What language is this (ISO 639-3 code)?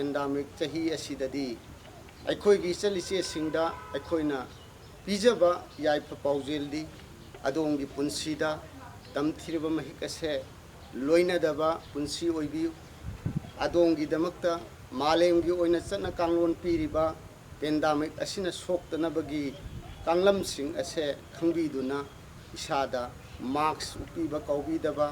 mni